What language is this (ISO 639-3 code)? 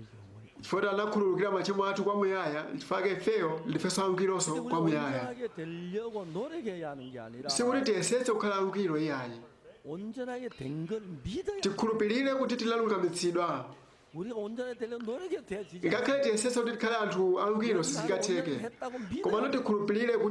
nya